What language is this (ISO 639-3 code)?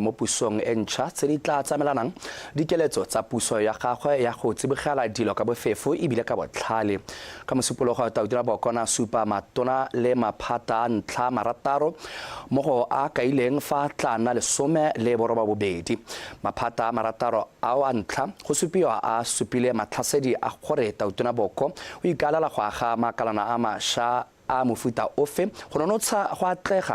tsn